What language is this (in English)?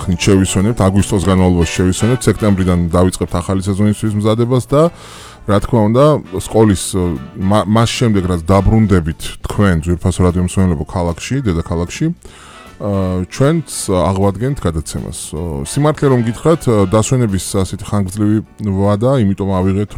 Georgian